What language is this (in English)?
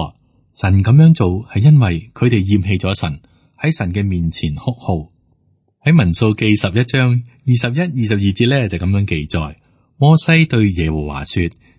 Cantonese